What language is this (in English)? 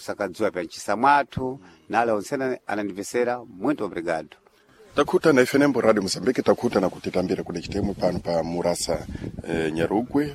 Sena